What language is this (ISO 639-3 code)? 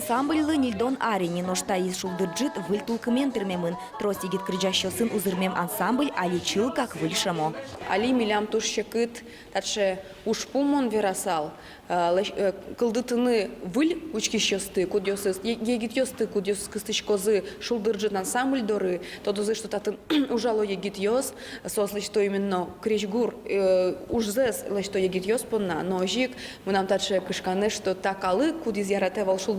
udm